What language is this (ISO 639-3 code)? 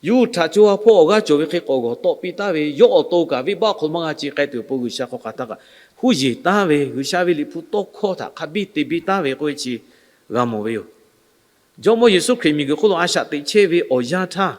lhu